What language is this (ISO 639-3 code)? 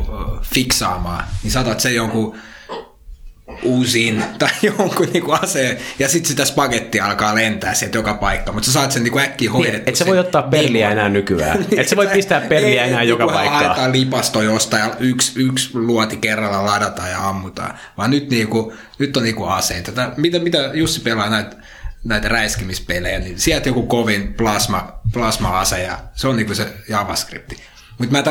fin